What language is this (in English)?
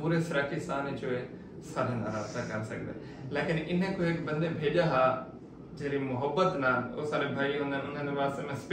Saraiki